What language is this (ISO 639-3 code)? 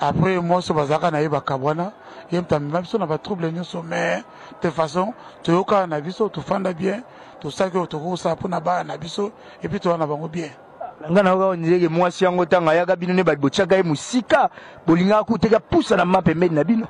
lin